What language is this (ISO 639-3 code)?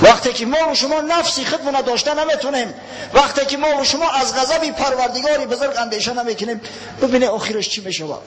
tgk